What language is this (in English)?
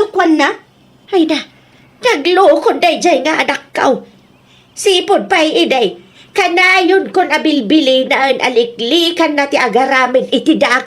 Iloko